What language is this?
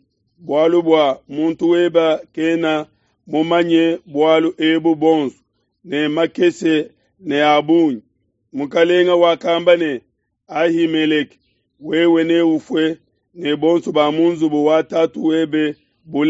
Luba-Lulua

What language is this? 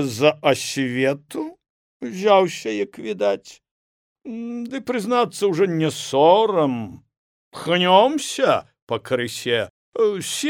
Belarusian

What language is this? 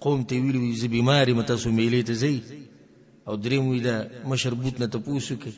Pashto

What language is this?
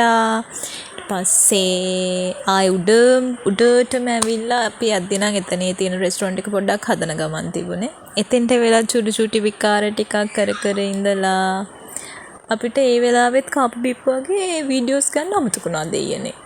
Sinhala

